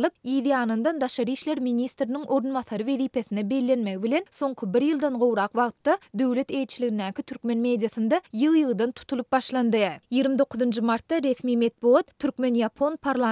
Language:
Turkmen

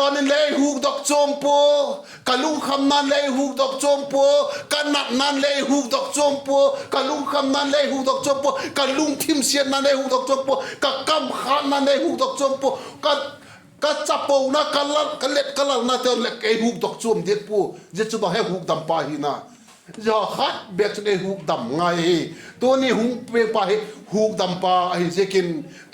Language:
Vaiphei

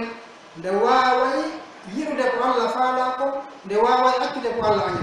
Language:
Pular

